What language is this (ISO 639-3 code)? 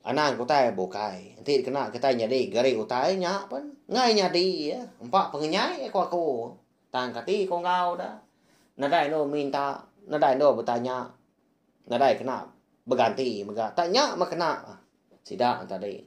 iba